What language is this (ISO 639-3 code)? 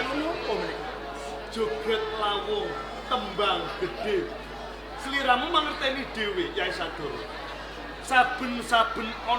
jav